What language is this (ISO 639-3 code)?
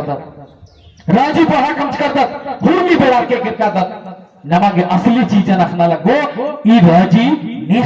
kru